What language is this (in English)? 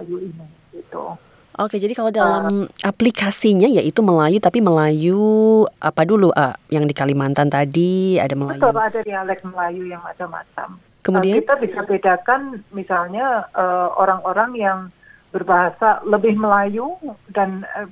Indonesian